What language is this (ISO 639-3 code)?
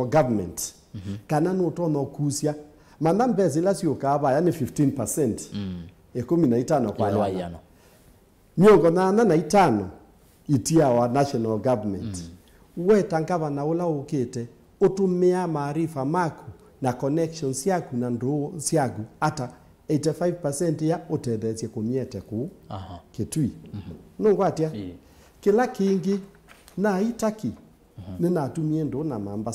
kam